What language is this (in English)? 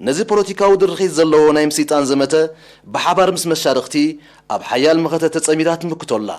Tigrinya